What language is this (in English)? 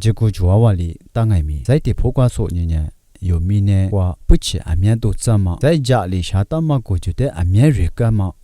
Lisu